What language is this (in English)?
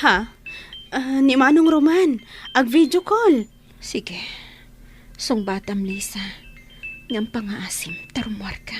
Iloko